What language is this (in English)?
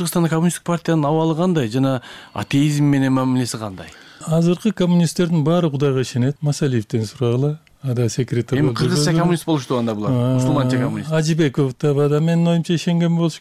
Kyrgyz